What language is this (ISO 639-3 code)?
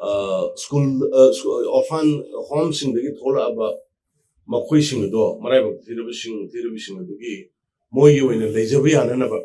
mni